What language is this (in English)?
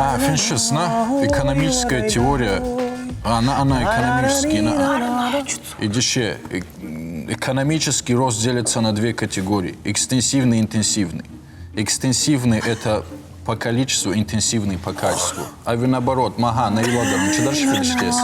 Ossetic